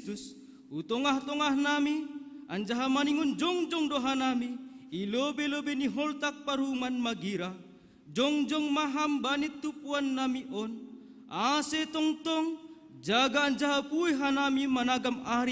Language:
Batak Simalungun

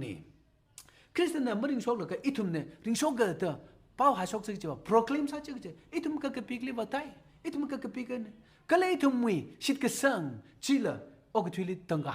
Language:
Tangkhul Naga (India)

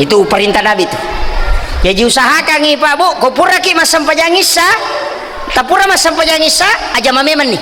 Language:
Buginese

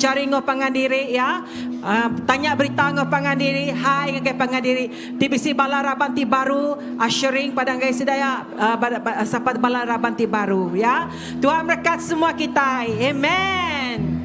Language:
Iban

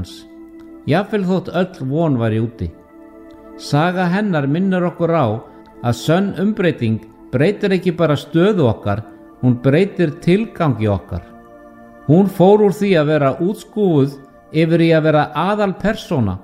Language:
Icelandic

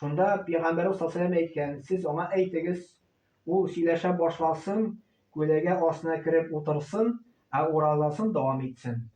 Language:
Tatar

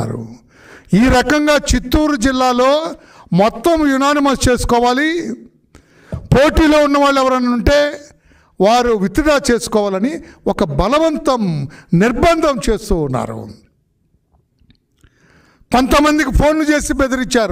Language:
Telugu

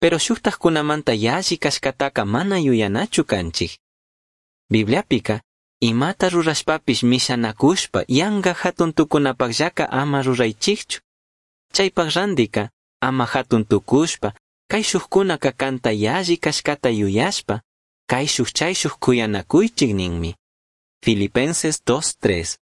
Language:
Chimborazo Highland Quichua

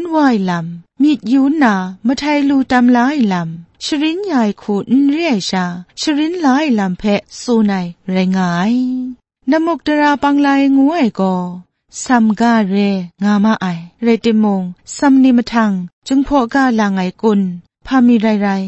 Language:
Kachin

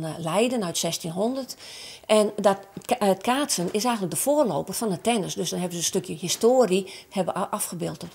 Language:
Western Frisian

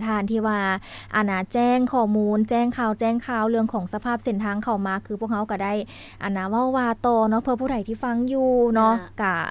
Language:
Lao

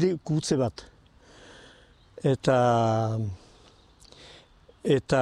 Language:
Basque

